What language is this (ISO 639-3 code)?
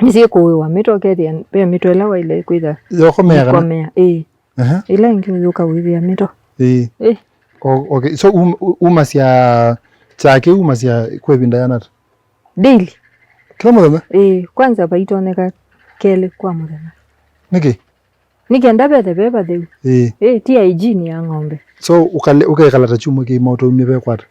kam